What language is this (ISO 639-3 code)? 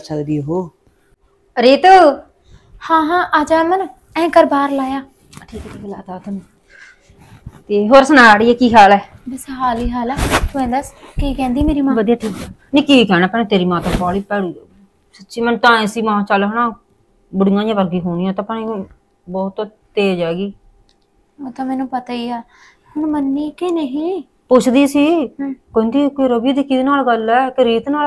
pan